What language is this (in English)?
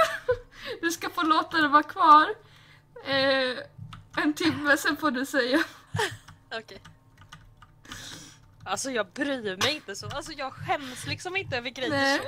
Swedish